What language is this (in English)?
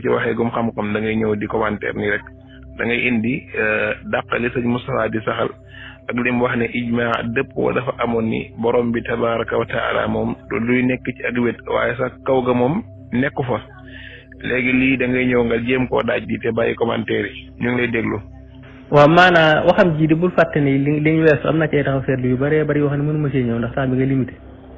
Wolof